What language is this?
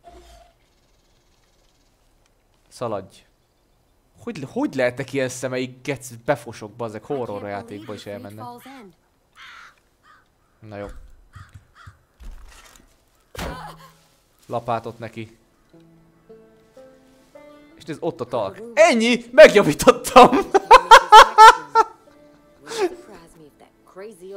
Hungarian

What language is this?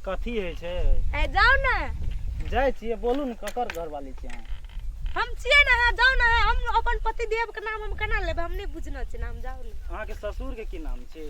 Maithili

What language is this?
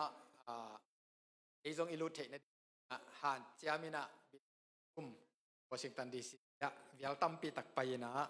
Tedim Chin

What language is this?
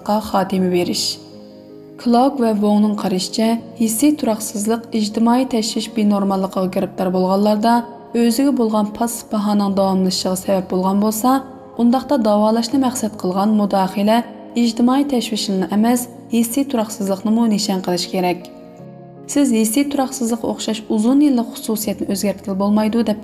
Uyghur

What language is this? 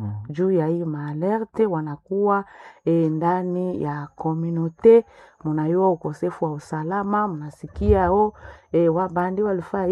Swahili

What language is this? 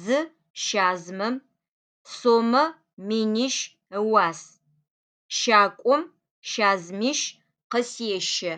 Adyghe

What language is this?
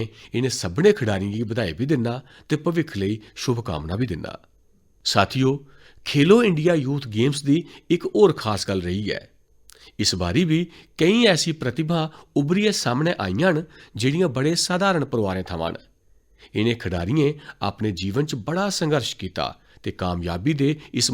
Dogri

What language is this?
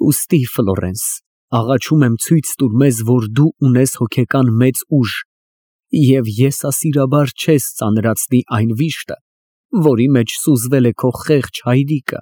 Armenian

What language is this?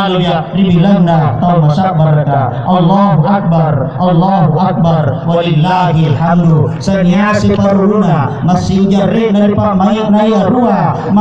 Makasar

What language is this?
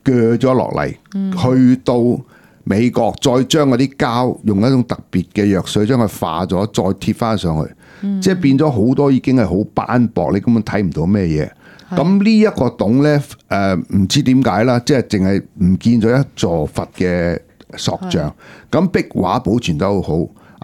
Cantonese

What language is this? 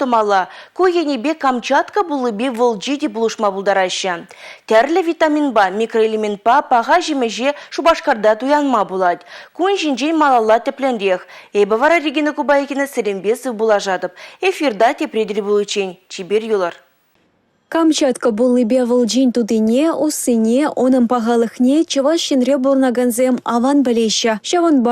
Chuvash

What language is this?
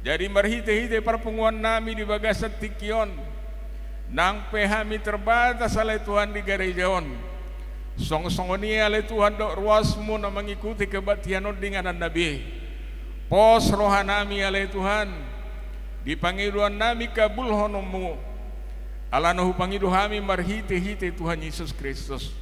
Batak Toba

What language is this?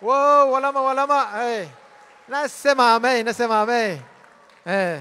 Tedim Chin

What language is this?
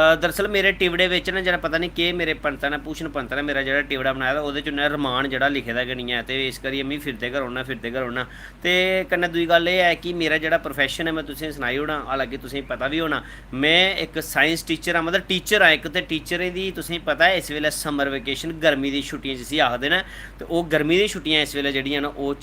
Dogri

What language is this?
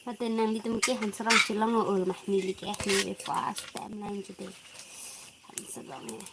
Karbi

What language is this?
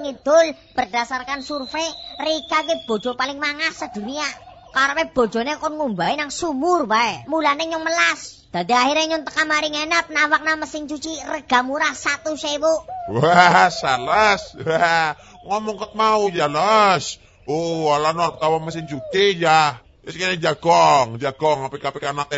Javanese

